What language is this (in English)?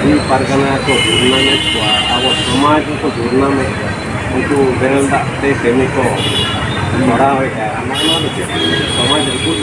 Santali